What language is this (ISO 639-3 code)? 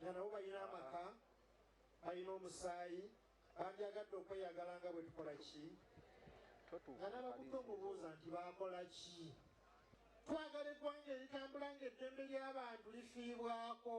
lug